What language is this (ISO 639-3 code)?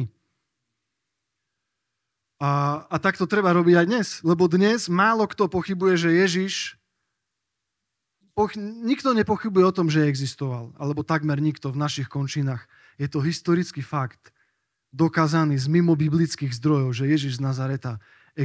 slk